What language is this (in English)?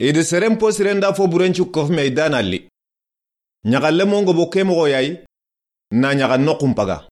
Soninke